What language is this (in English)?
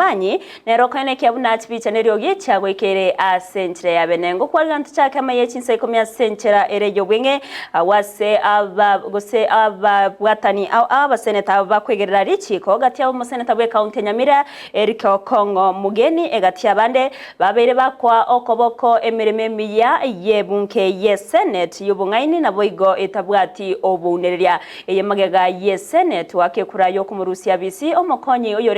Gusii